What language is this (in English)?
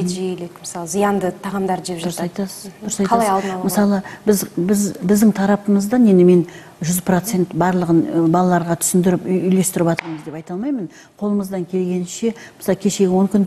Kazakh